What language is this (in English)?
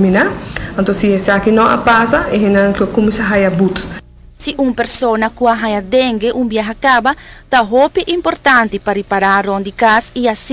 Papiamento